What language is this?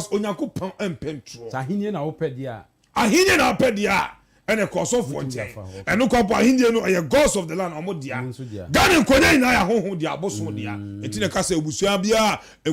Akan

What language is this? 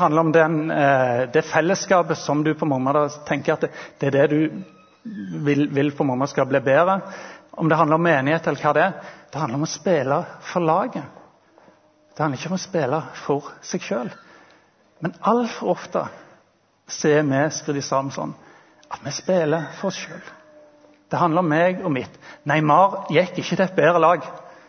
Norwegian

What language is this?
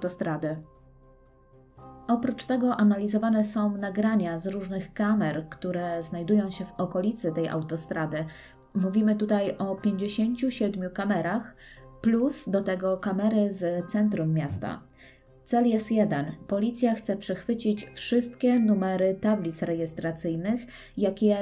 Polish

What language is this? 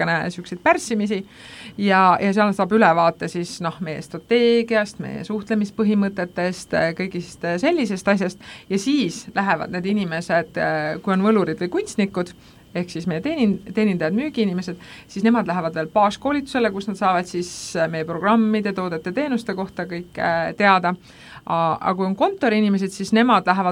Estonian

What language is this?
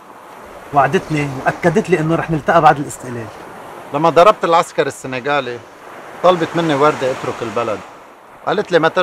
North Levantine Arabic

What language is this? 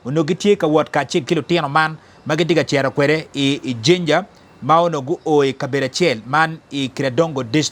Acoli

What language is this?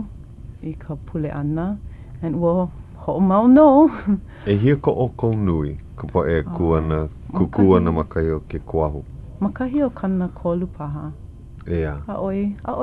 Hawaiian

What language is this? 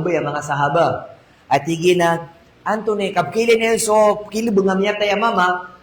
Maranao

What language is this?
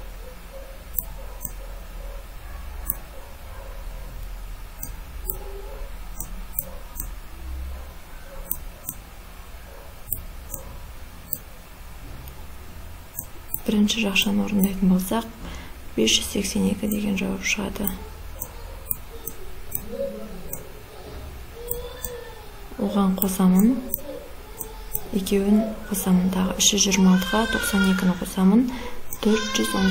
Kazakh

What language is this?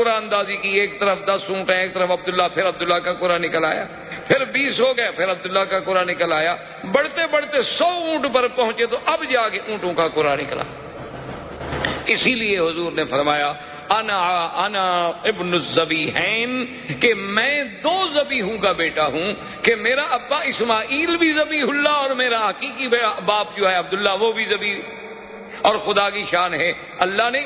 Urdu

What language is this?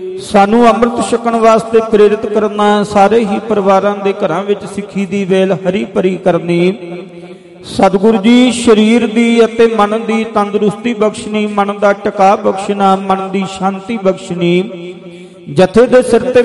Punjabi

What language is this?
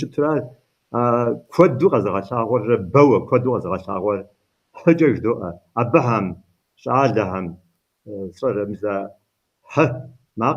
Kabardian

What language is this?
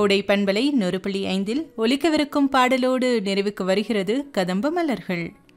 Tamil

